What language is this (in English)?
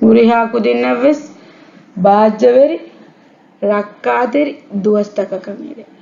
Divehi